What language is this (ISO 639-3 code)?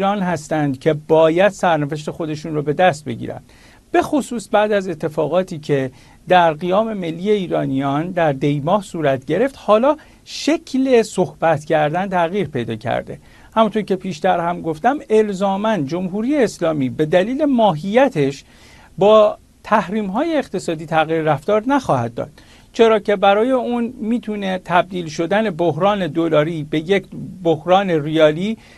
fas